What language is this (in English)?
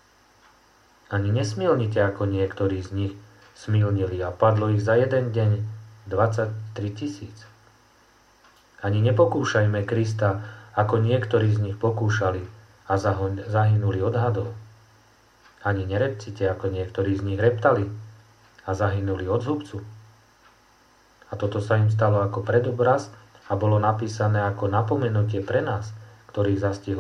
Slovak